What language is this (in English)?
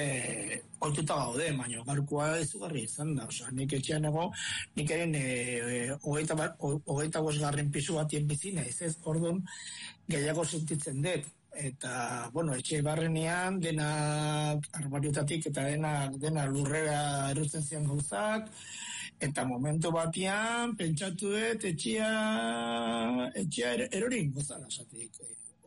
Basque